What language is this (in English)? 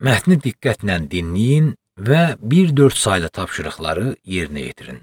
Azerbaijani